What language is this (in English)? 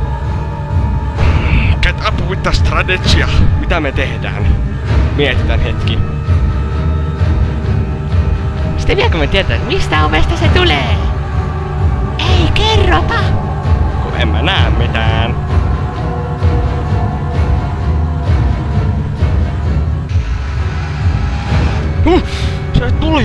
Finnish